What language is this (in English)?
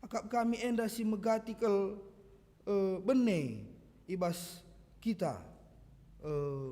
Batak Karo